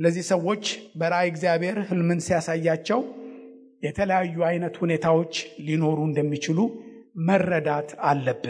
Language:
Amharic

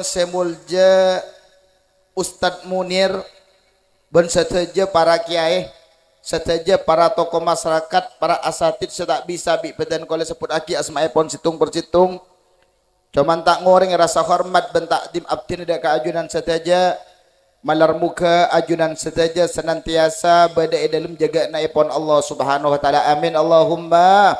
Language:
Madurese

